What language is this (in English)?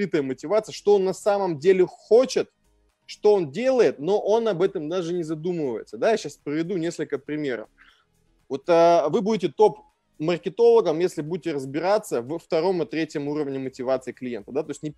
Russian